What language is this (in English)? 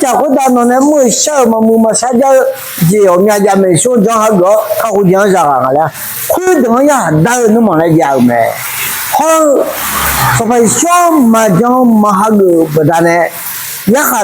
Akha